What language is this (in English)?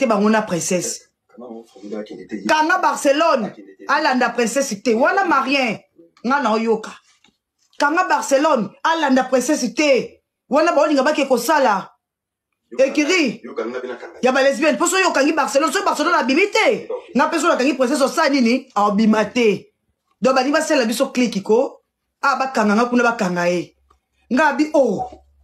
Lingala